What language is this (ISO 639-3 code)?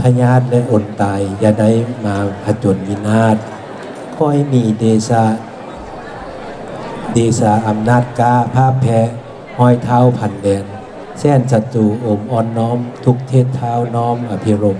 lao